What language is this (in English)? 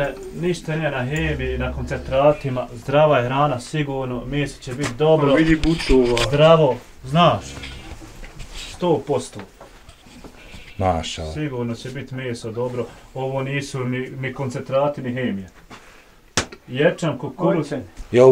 Bosnian